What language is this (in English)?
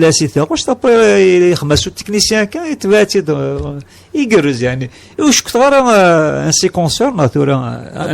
Kabyle